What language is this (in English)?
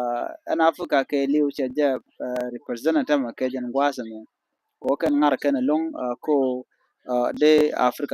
Nuer